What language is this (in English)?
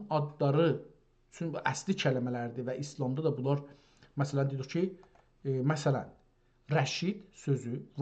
South Azerbaijani